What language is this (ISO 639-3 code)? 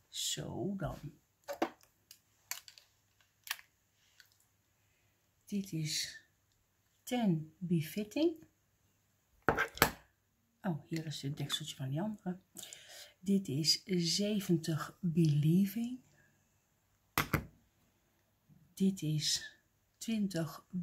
nld